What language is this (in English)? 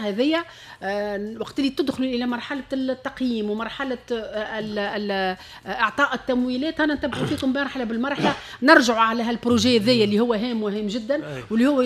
Tunisian Arabic